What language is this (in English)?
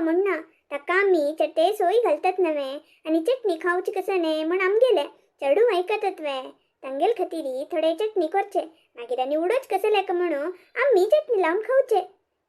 Konkani